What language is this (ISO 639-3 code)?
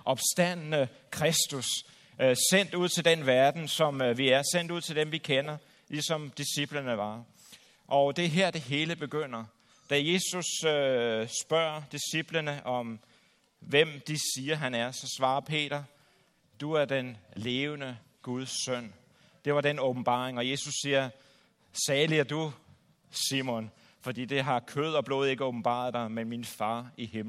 dan